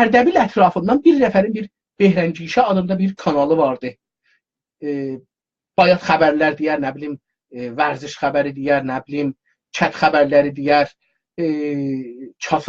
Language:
South Azerbaijani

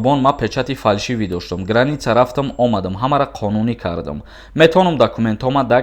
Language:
Tajik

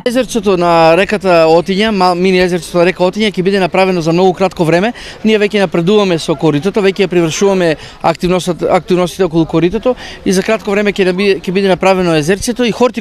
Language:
Macedonian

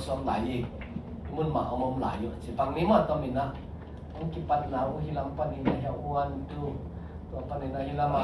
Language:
Tedim Chin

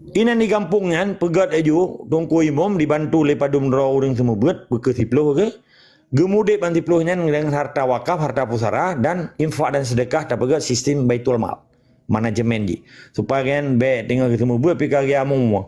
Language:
Achinese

